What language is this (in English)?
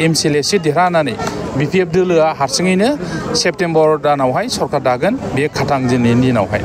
Bodo